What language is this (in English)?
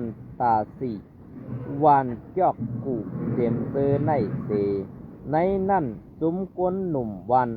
Shan